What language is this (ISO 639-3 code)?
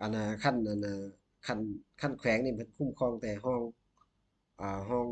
lao